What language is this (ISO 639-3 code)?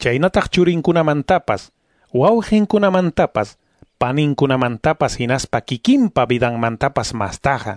que